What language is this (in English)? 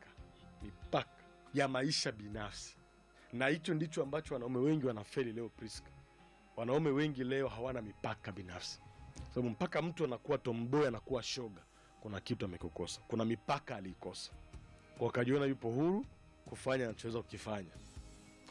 Swahili